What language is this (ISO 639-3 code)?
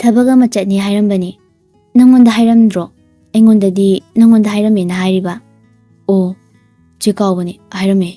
mni